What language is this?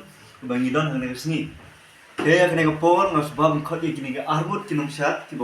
Khasi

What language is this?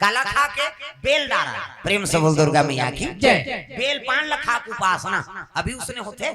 Chhattisgarhi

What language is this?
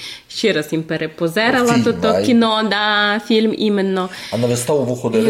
Rusyn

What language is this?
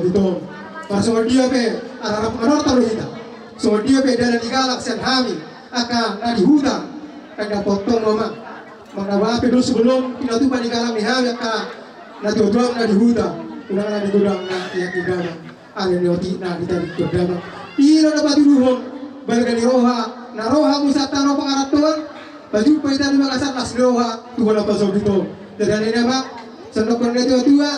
Batak Toba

